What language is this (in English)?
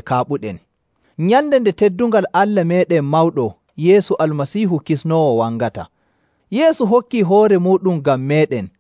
Nigerian Fulfulde